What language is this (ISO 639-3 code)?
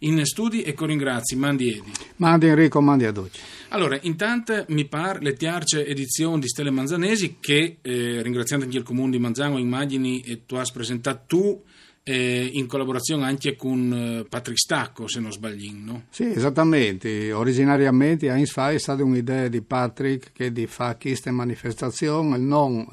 fur